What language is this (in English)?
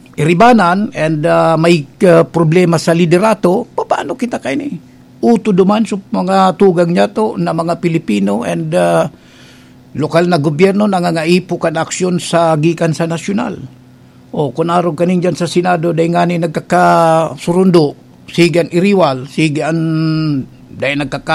Bikol